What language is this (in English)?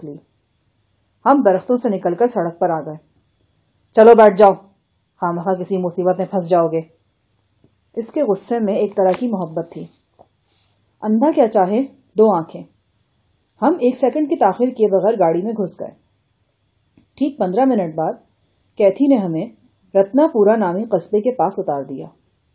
Urdu